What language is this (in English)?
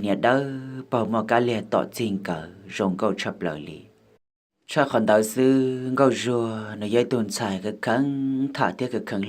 Hmong